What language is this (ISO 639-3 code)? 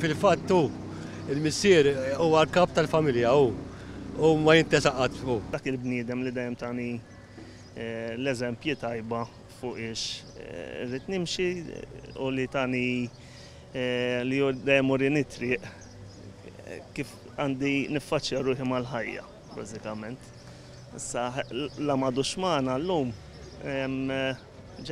mlt